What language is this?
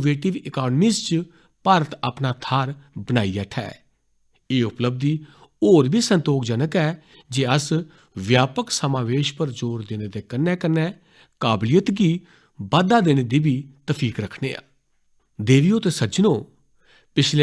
Dogri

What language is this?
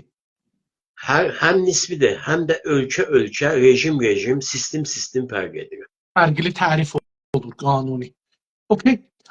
South Azerbaijani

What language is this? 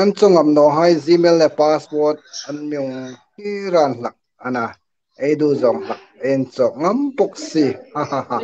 Hmar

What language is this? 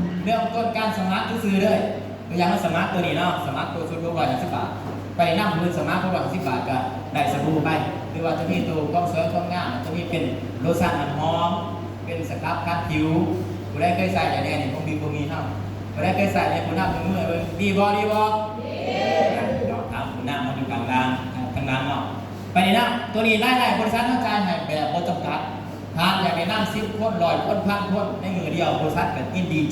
Northeastern Thai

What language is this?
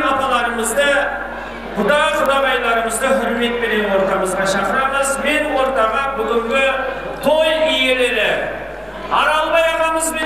Kara-Kalpak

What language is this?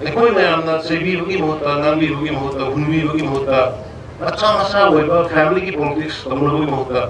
Manipuri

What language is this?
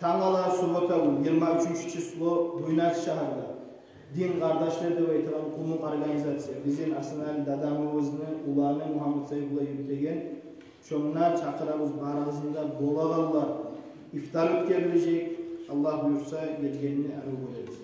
Kumyk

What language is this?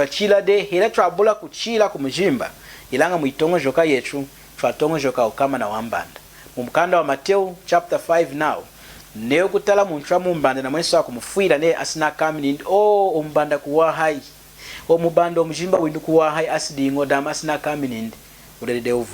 Lunda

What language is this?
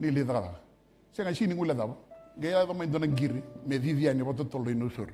Fijian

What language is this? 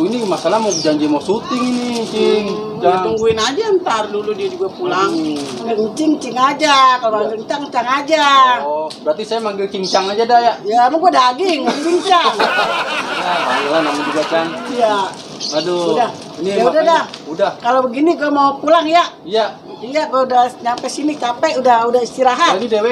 Betawi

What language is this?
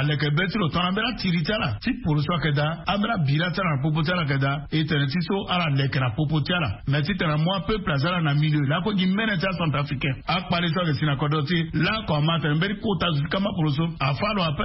Sango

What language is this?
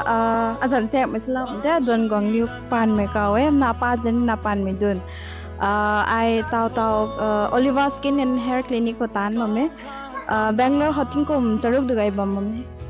Rongmei Naga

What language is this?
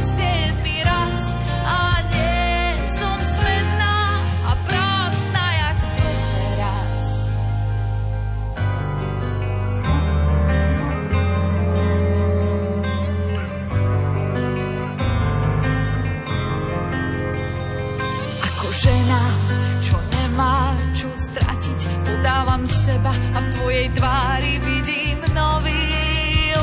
Slovak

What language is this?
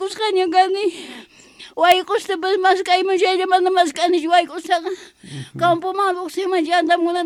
Quechua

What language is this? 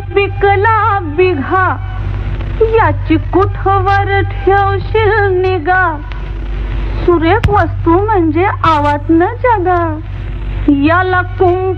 Marathi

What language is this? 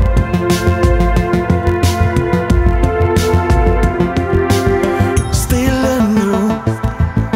Danish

